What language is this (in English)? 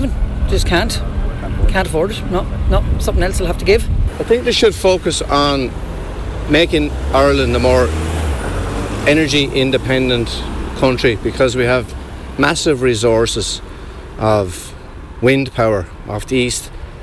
English